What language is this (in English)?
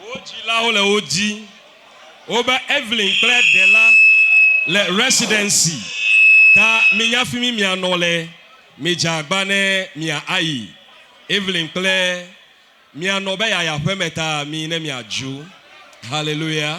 Ewe